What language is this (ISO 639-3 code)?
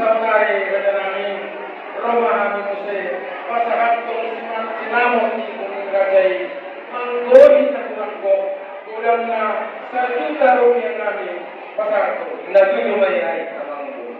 bbc